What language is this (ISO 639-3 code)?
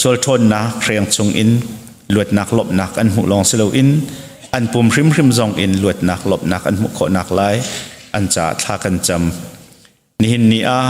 cnh